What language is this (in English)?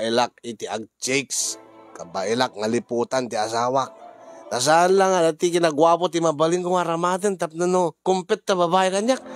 Iloko